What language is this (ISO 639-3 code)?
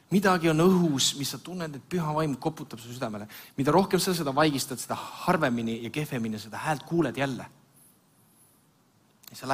est